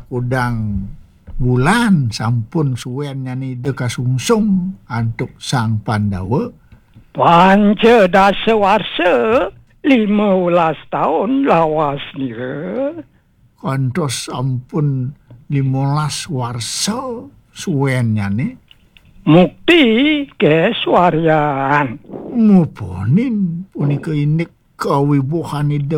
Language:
Balinese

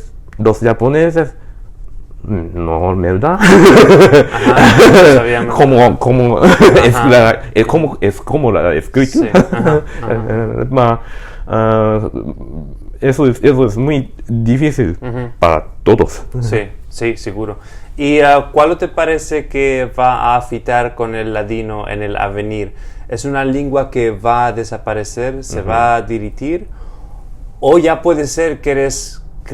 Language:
Ladino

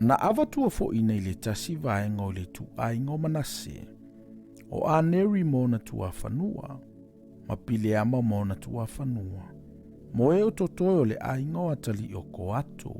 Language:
Samoan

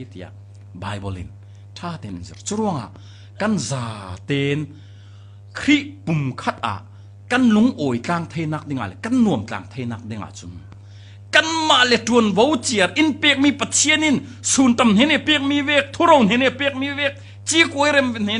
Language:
Falam Chin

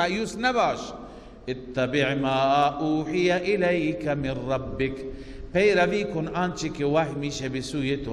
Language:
Persian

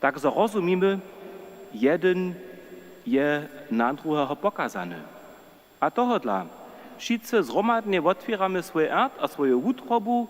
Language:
Upper Sorbian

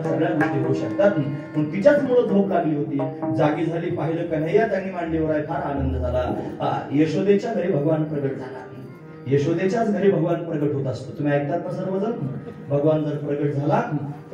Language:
Marathi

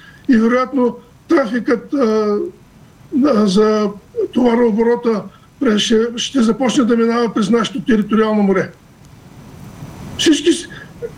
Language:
Bulgarian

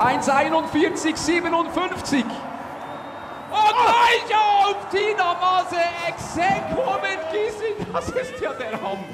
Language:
Swiss German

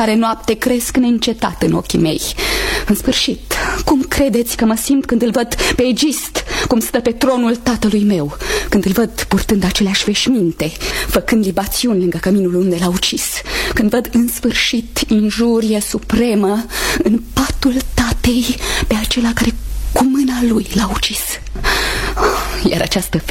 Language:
Romanian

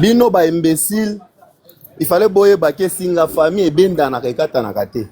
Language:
Lingala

